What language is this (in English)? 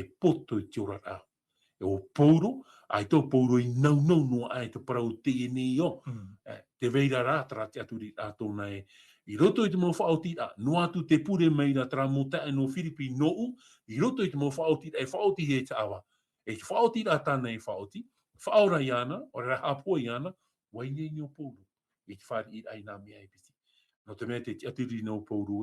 Tahitian